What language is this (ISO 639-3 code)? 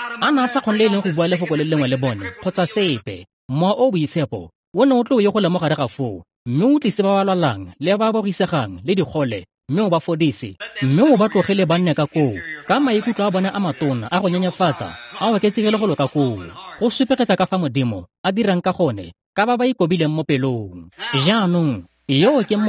tsn